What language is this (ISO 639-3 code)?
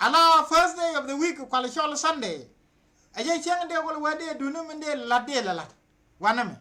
nus